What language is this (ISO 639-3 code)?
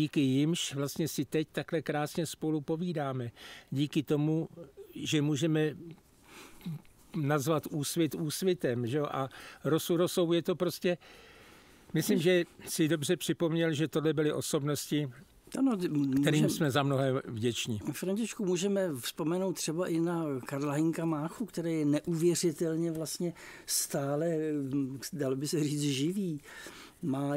ces